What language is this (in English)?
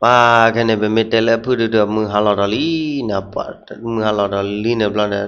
S'gaw Karen